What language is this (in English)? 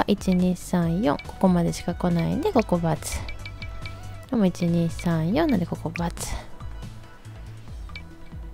Japanese